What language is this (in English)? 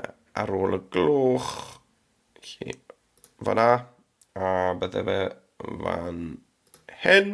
Welsh